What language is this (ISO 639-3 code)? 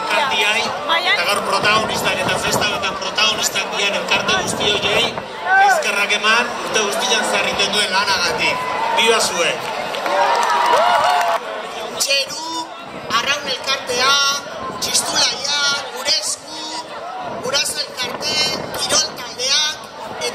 eus